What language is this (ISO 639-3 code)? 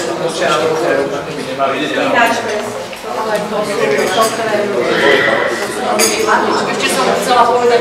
slk